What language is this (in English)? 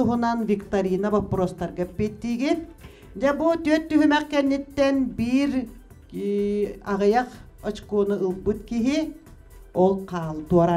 Yakut